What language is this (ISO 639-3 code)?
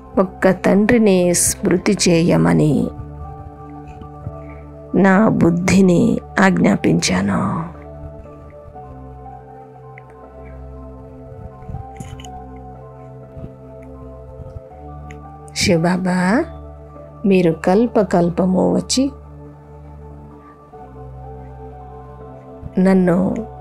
tel